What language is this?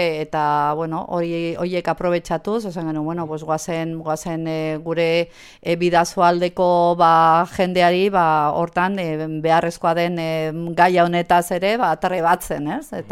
Basque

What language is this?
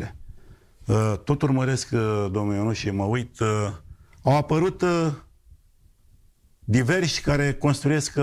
Romanian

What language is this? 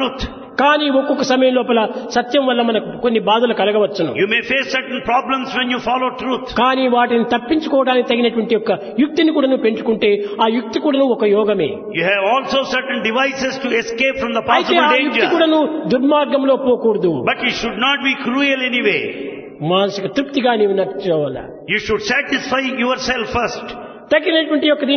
Telugu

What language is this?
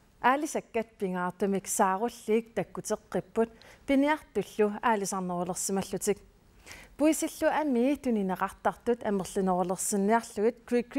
Kalaallisut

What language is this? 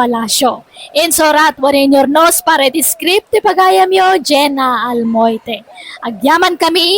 Iloko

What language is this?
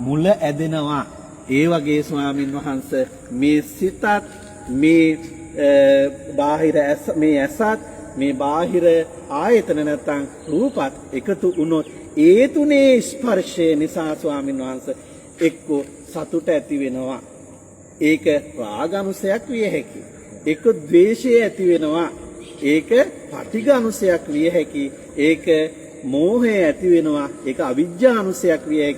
Sinhala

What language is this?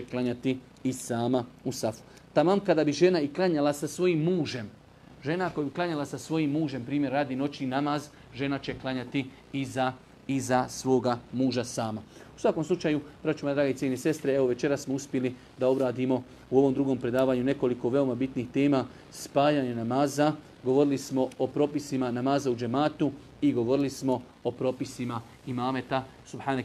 Bosnian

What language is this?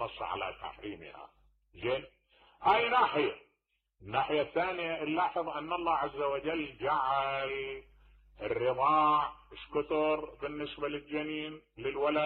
Mesopotamian Arabic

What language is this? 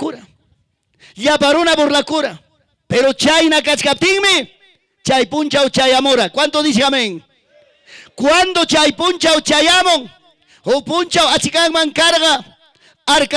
Ayacucho Quechua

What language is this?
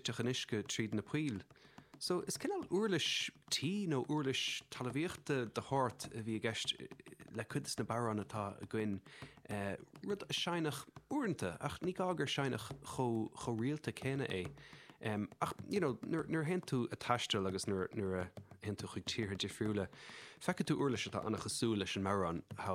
Irish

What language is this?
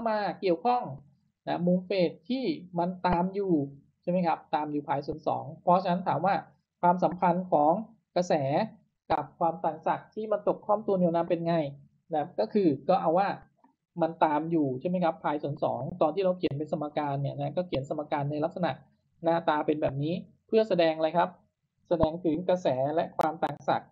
Thai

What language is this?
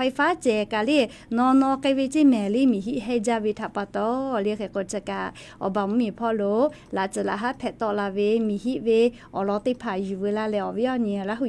Lahu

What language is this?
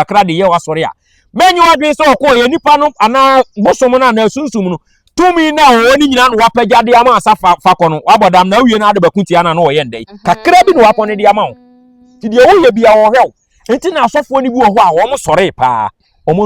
Akan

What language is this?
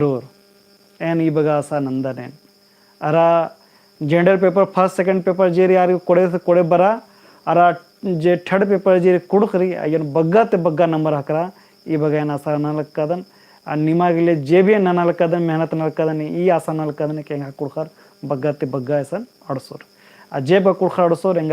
Kurukh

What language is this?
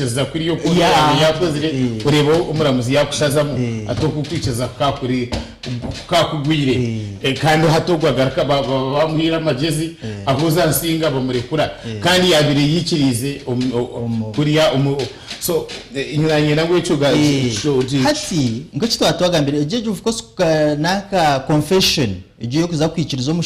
Nyankole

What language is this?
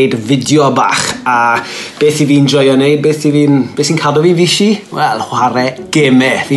Welsh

